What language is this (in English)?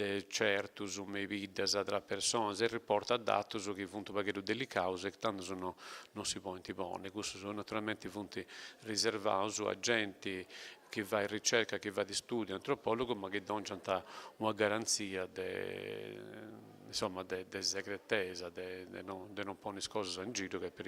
Sardinian